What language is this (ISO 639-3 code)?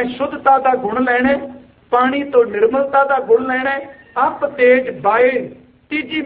pan